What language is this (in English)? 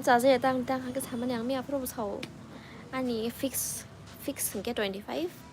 Kok Borok